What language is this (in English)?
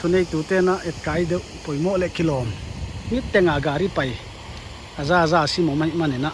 Paite Chin